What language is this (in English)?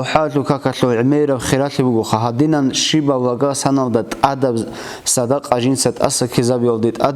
Avaric